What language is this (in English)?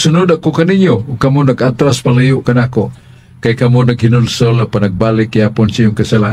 Cebuano